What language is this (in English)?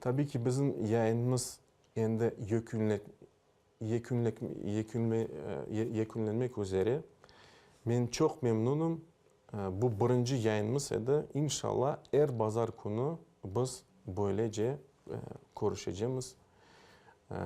Crimean Tatar